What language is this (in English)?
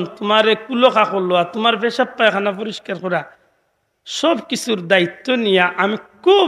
Sylheti